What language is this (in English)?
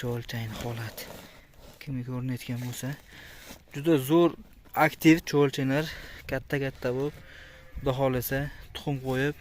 Uzbek